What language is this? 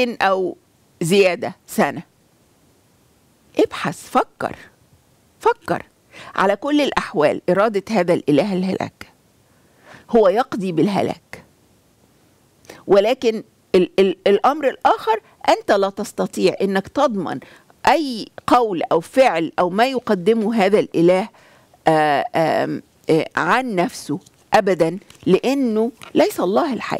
Arabic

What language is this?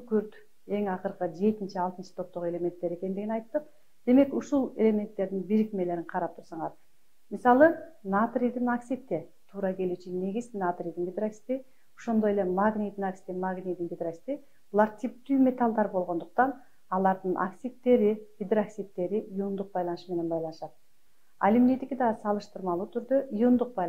Kyrgyz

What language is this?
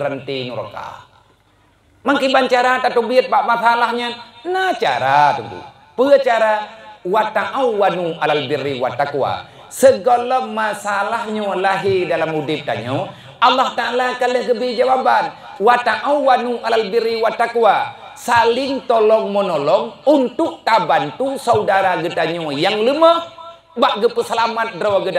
Achinese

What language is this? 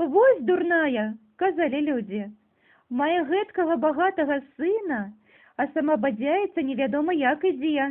Belarusian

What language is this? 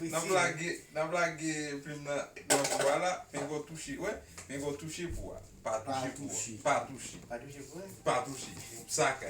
Haitian Creole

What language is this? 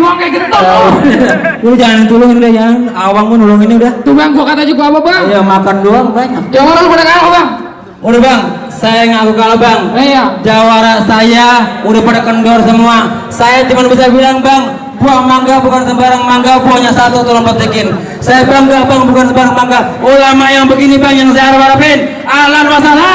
Betawi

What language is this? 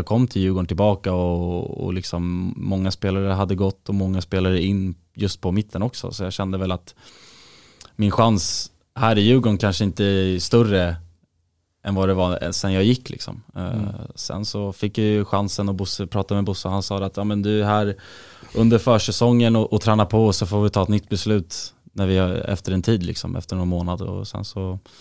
Swedish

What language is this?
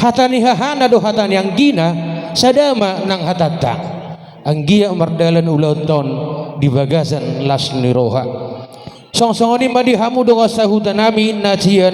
Batak Toba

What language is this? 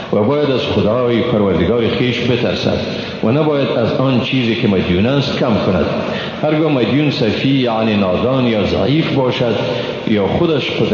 Persian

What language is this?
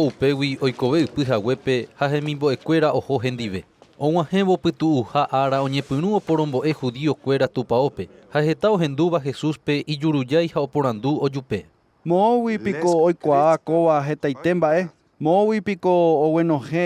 Guarani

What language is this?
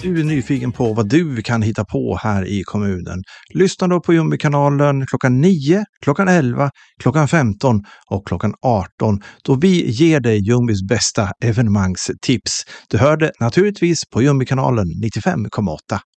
Swedish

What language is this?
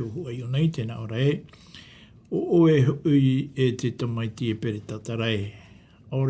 Tahitian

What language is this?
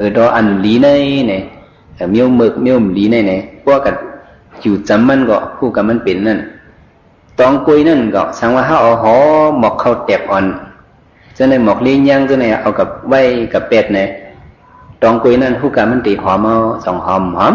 Shan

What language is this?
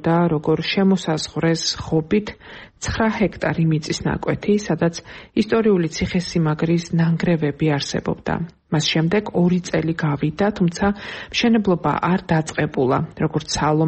Georgian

